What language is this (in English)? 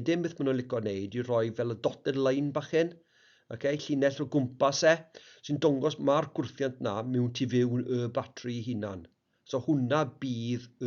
Welsh